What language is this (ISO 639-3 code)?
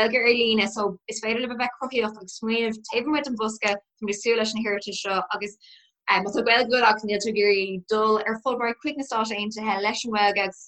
gle